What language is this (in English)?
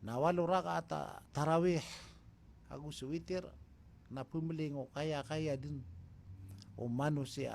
Maranao